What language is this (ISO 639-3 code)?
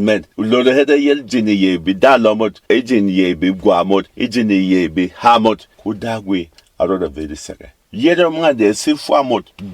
bom